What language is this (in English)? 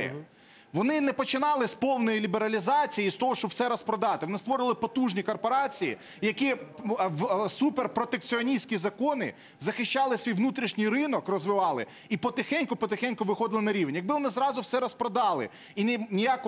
Ukrainian